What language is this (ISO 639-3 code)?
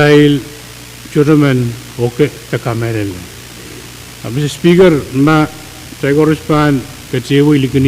pon